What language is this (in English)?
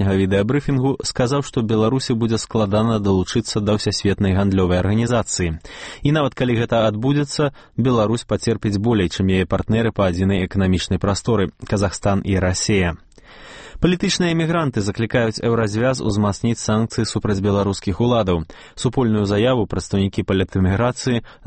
Belarusian